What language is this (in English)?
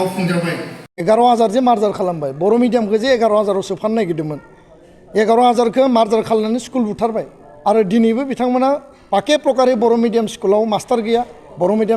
Bodo